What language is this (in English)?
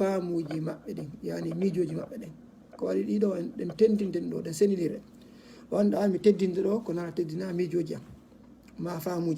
Fula